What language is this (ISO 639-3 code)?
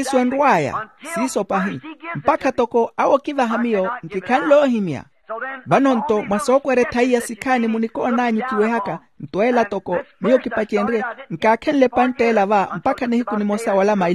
vmw